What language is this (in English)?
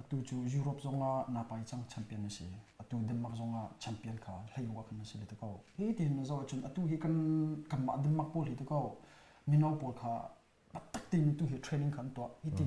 Hakha Chin